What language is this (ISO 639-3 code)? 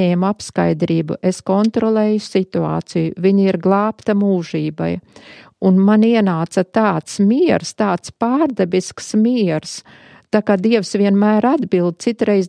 lav